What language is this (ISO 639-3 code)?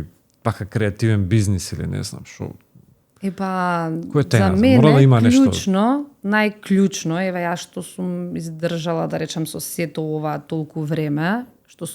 mkd